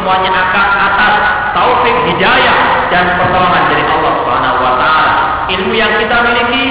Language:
Indonesian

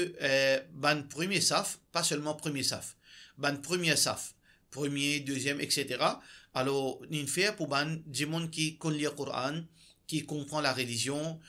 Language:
Morisyen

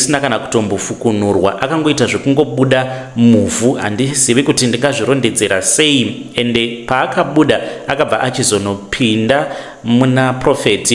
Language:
Shona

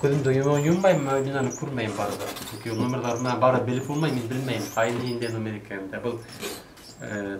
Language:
Bashkir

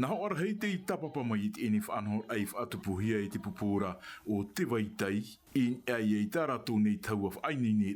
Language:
Tahitian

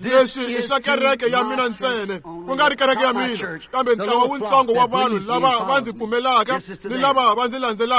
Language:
Tsonga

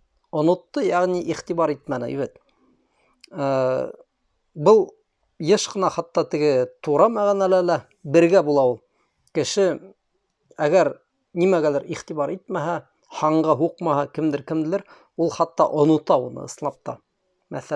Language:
Bashkir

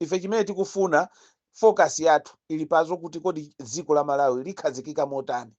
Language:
Nyanja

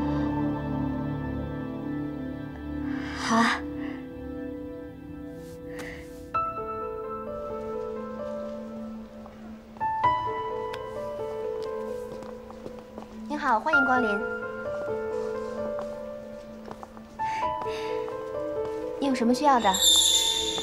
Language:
Chinese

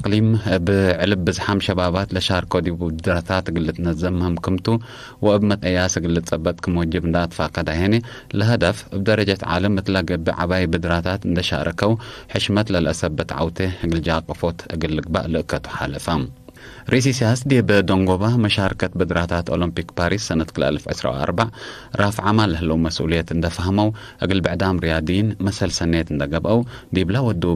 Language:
Tigre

